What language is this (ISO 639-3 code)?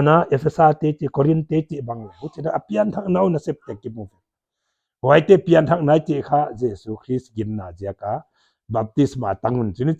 pck